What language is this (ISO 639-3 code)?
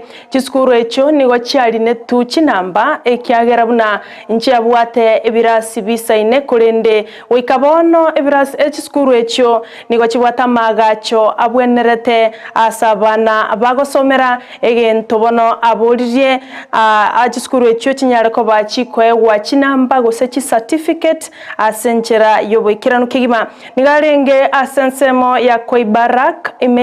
guz